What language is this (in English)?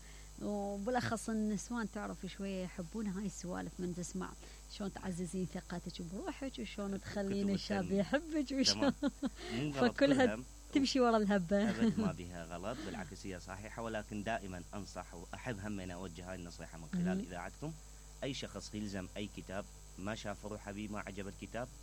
Mesopotamian Arabic